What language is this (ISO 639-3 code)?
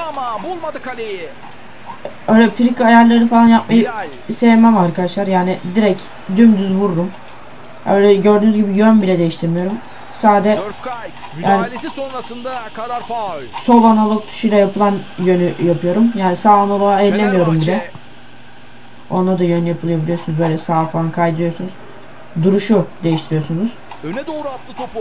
tur